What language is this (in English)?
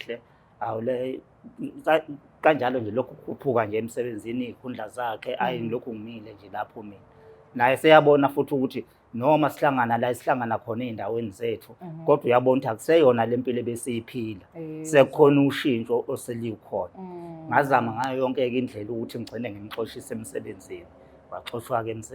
Zulu